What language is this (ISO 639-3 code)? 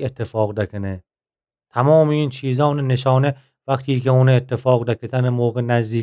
glk